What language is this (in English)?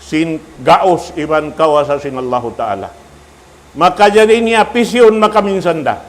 Tausug